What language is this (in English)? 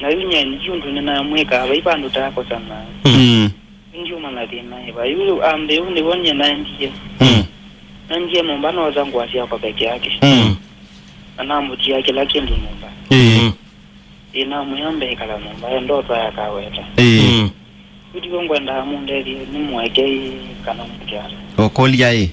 Kamba